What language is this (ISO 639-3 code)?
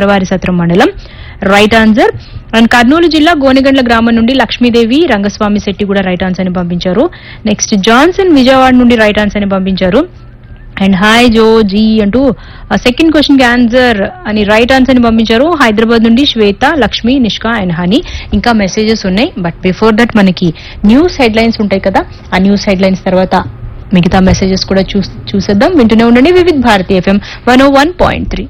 tel